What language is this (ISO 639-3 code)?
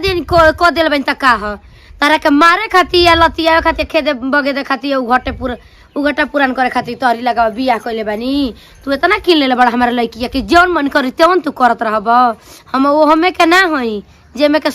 bho